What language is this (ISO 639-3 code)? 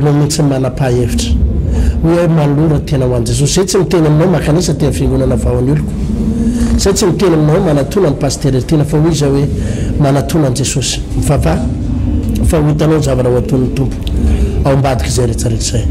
mlg